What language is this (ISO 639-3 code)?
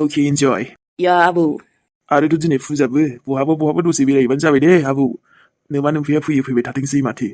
brx